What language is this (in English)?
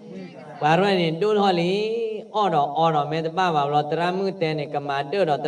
S'gaw Karen